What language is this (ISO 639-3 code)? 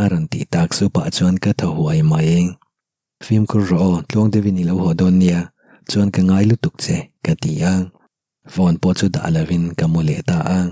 lus